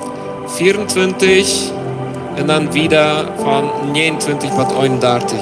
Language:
Plautdietsch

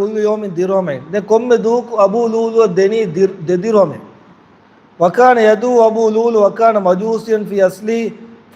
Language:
Divehi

